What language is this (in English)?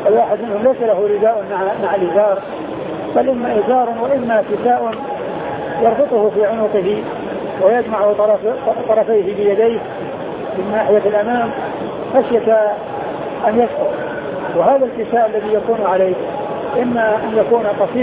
Arabic